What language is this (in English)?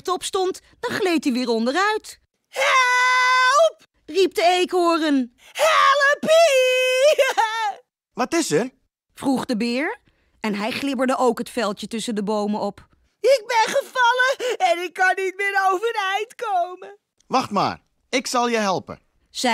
Dutch